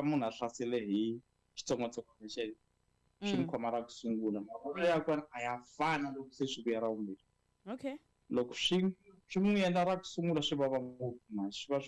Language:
Tsonga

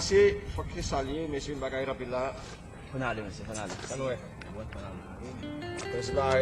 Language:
Haitian Creole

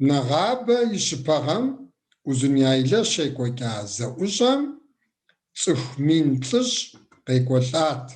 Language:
Kabardian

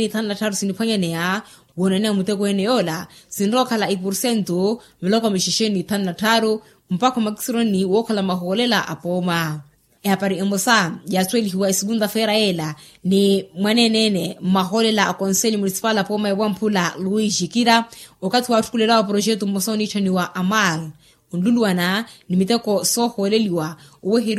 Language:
Makhuwa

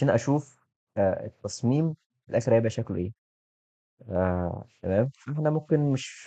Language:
Egyptian Arabic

